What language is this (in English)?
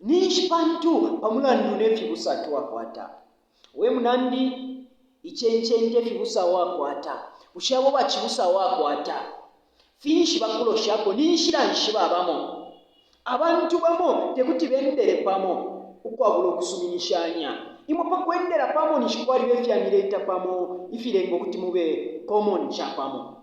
Bemba